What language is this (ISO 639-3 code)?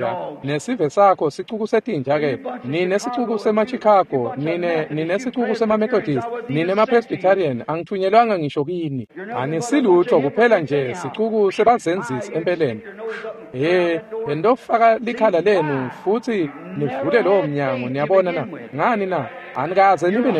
ssw